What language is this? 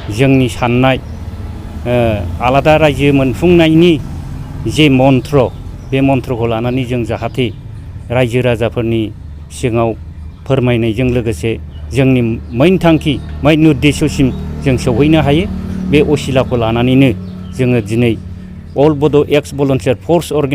Bodo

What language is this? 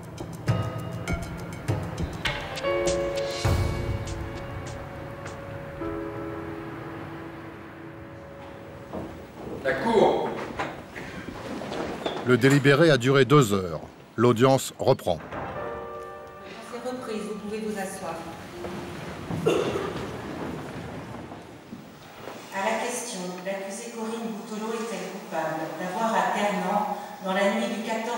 French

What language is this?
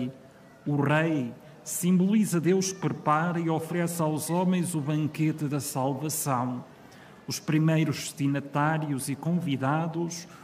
Portuguese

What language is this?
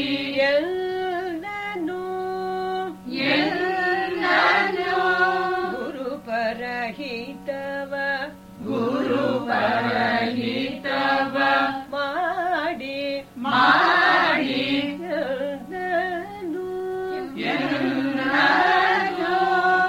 Kannada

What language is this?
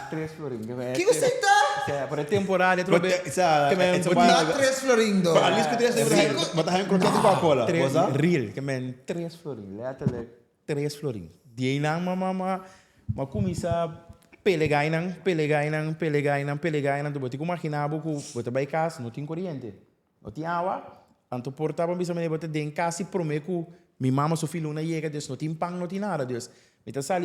Papiamento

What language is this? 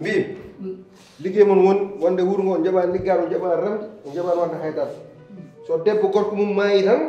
Fula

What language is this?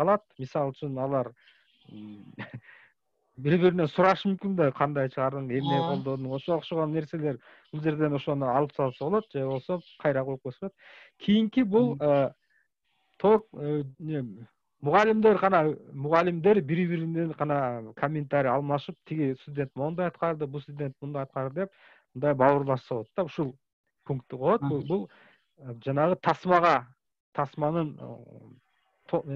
Kyrgyz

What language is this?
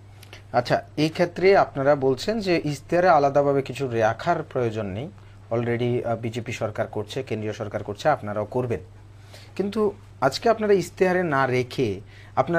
Bangla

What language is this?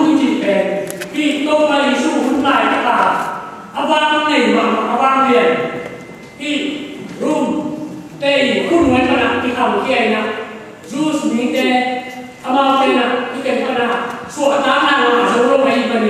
Tedim Chin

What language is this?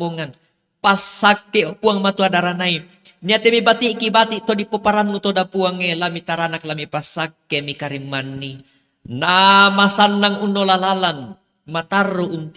Toraja-Sa'dan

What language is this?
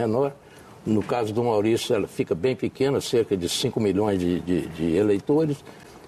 Portuguese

